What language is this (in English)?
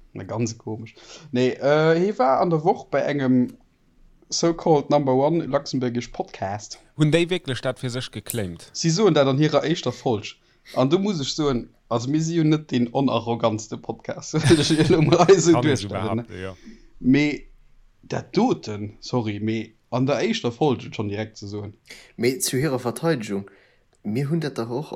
Luxembourgish